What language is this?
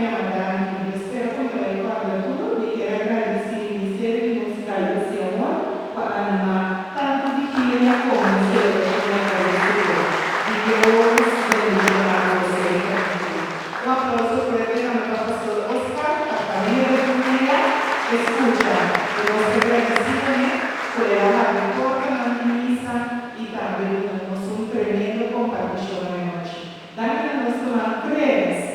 Papiamento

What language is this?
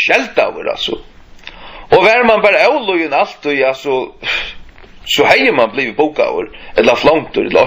Faroese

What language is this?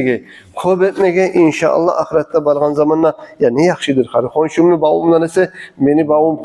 Kumyk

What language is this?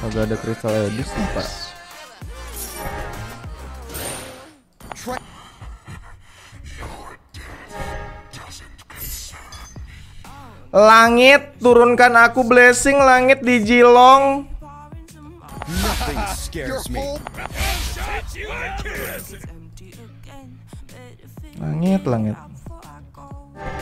Indonesian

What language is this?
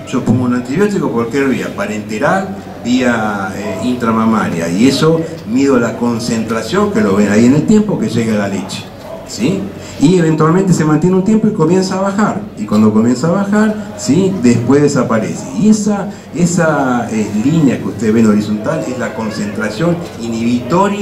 Spanish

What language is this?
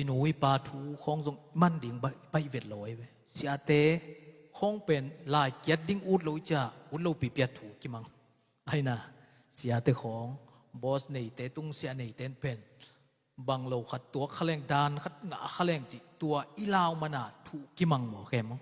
Tedim Chin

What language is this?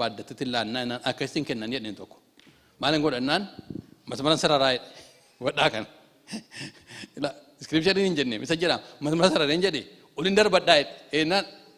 Oromo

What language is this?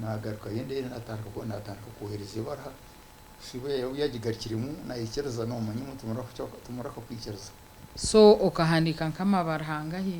Nyankole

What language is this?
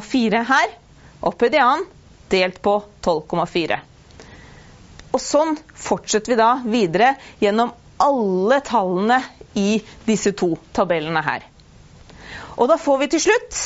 Norwegian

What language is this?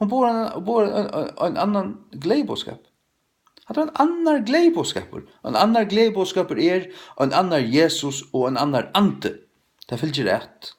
Faroese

